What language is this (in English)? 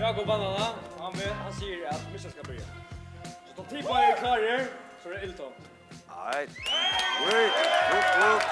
Faroese